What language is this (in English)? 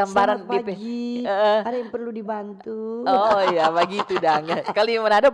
Manado Malay